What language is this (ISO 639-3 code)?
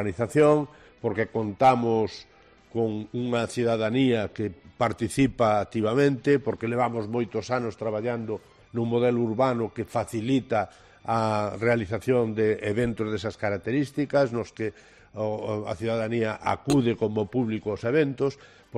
glg